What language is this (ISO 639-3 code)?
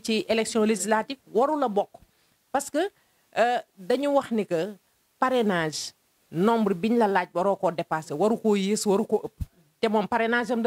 wol